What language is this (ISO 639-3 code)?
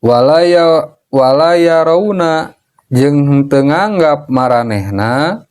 sun